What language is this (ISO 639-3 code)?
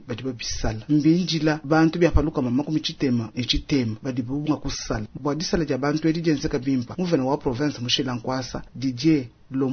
lua